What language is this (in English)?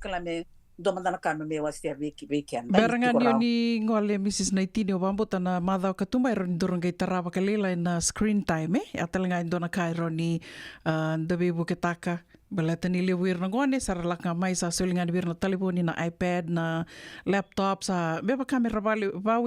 Fijian